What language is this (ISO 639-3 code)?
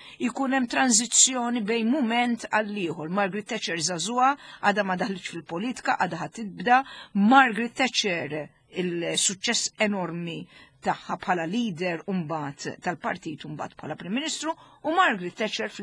mlt